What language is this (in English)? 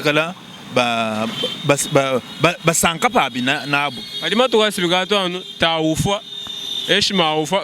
Luba-Lulua